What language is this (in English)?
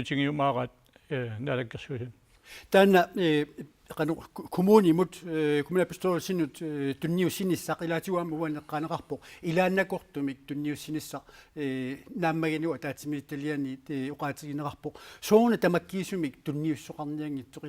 Kalaallisut